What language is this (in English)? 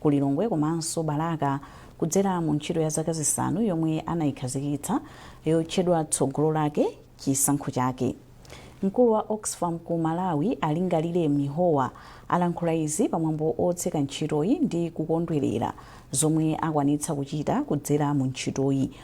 Nyanja